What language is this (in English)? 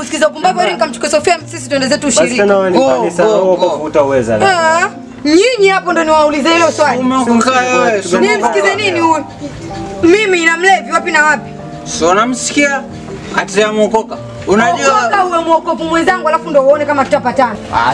Swahili